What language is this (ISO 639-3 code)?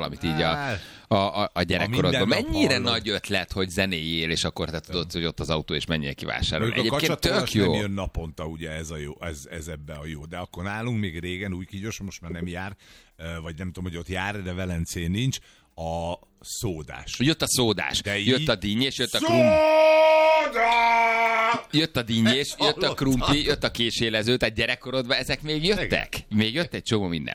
hun